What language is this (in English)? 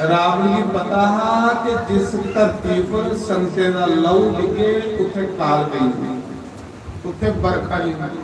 Dogri